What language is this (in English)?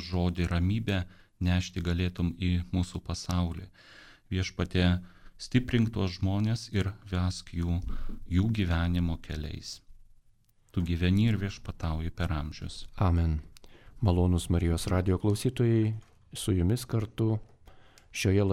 Lithuanian